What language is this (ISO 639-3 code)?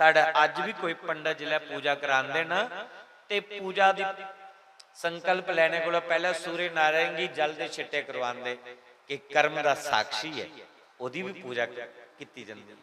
doi